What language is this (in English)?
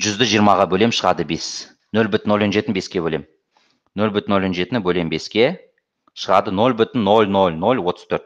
Kazakh